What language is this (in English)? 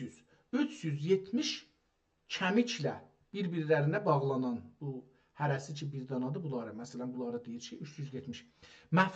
South Azerbaijani